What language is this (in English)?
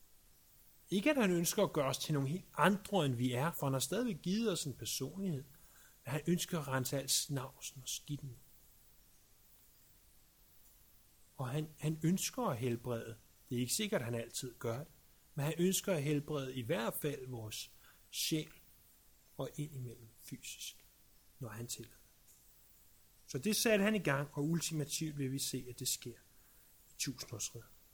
Danish